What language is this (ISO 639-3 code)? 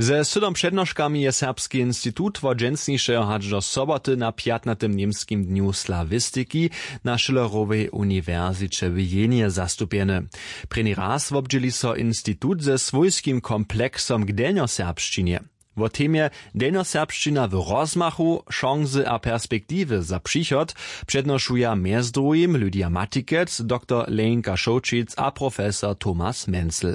hsb